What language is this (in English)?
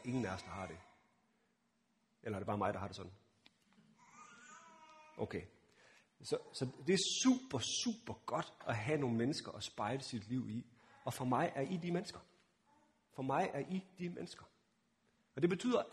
Danish